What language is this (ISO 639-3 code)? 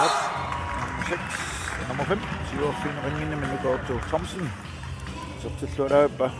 kal